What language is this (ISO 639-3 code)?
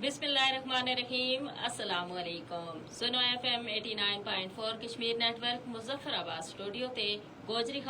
gju